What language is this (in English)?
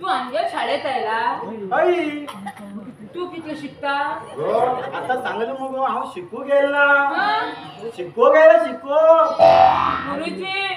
Konkani